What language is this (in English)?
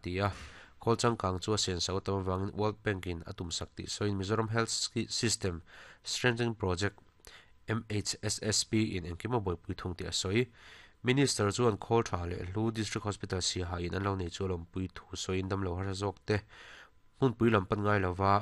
Mizo